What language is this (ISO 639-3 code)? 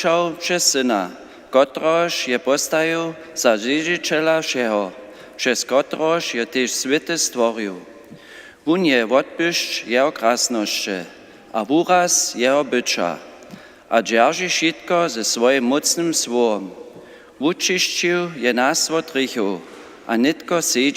hsb